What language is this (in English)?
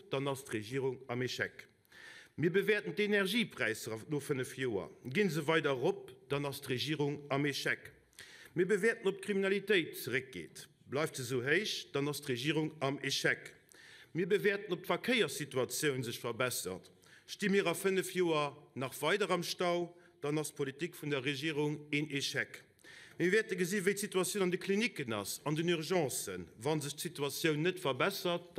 Luxembourgish